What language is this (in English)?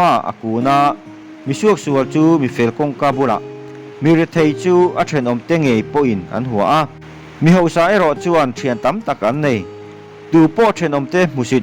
Mizo